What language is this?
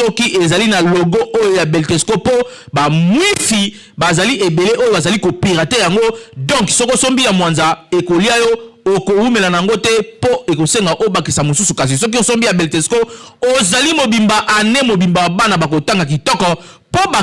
Lingala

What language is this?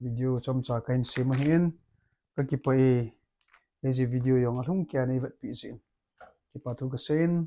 Thado Chin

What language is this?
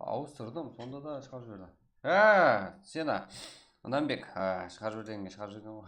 Kara-Kalpak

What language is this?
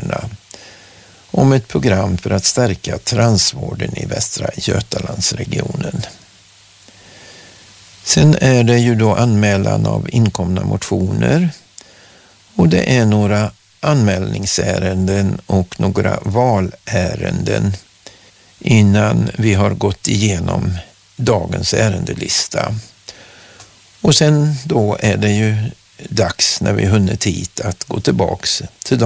Swedish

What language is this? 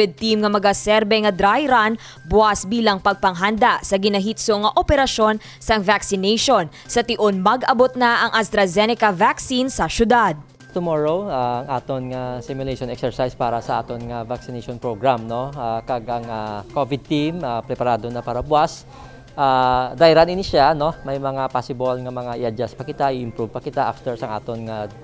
Hiligaynon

